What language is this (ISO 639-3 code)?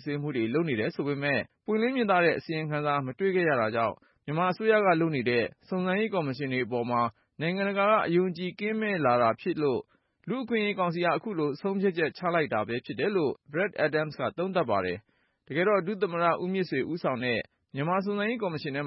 mya